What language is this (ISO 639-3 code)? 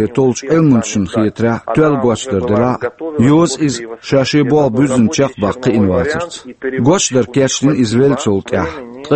che